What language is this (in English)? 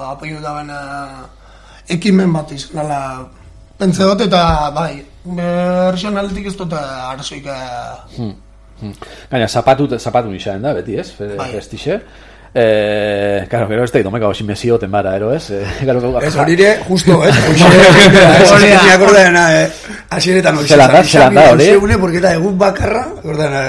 Basque